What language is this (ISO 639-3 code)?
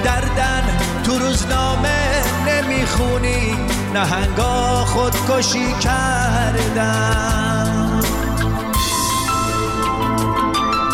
fas